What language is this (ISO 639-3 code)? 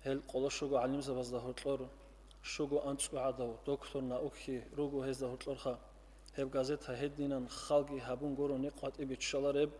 ava